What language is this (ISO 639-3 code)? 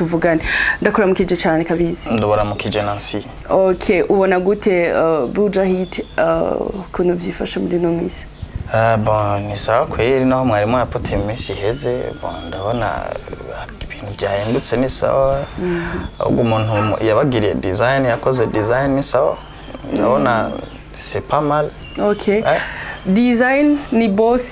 run